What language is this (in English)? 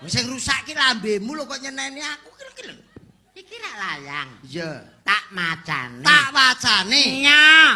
Javanese